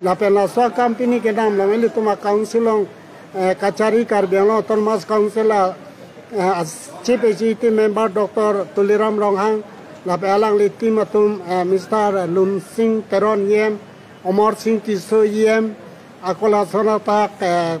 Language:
Karbi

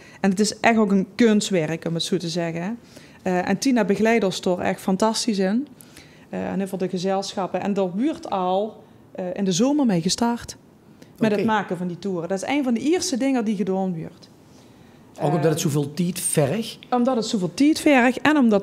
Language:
Limburgish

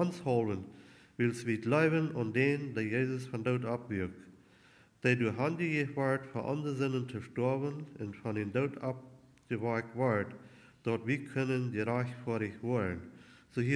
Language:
Plautdietsch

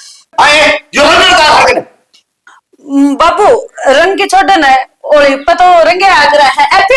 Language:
Haryanvi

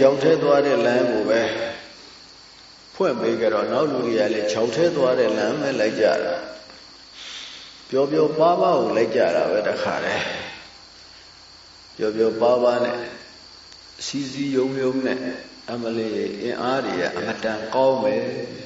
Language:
Burmese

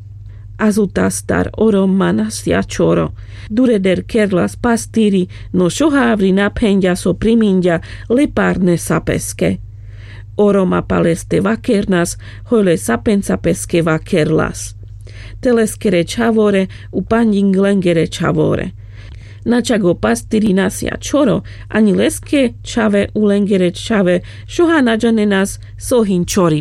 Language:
Carpathian Romani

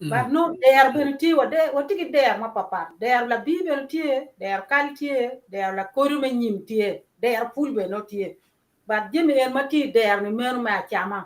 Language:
Acoli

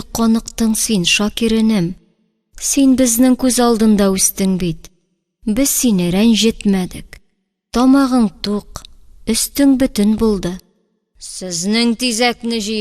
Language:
Tatar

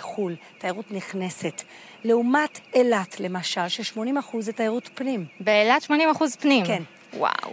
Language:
Hebrew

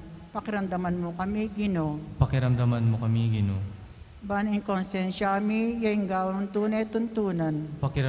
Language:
Pampanga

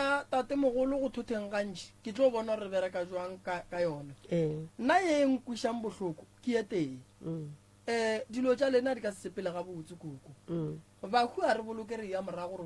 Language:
Northern Sotho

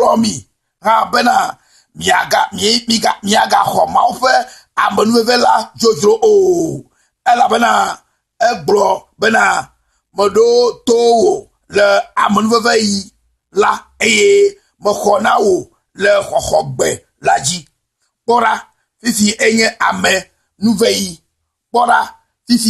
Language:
Ewe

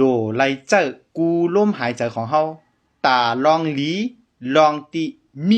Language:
Shan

